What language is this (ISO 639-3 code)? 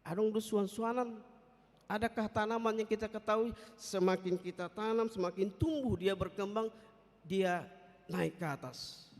bbc